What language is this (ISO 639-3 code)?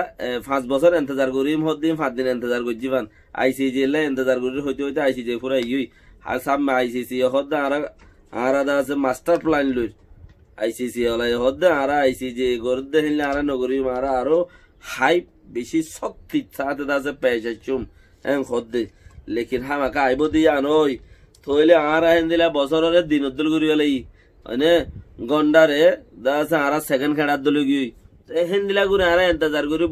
rhg